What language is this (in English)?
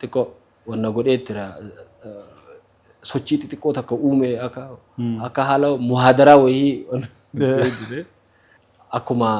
Oromo